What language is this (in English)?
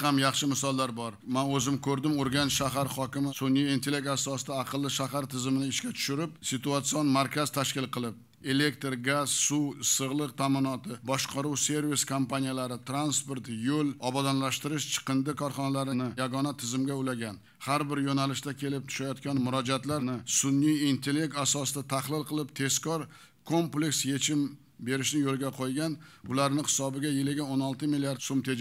Uzbek